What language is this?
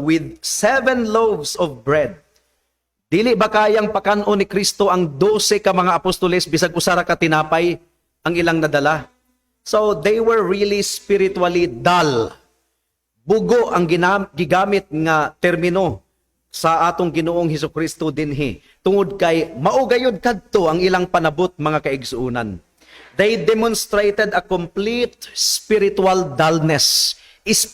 Cebuano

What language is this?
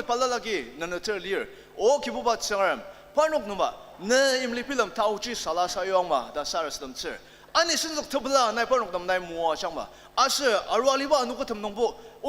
Ao Naga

